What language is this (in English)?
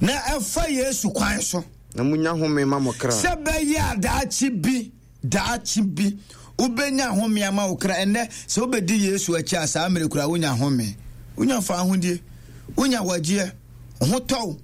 Akan